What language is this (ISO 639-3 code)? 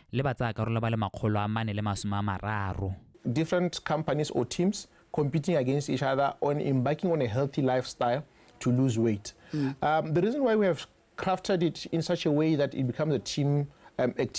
tsn